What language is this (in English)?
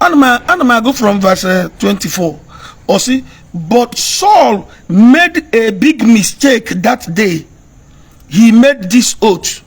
Igbo